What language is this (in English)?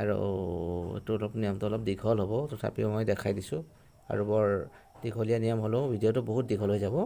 Assamese